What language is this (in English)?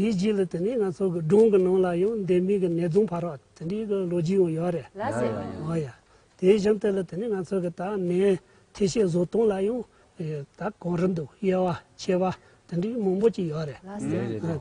Tibetan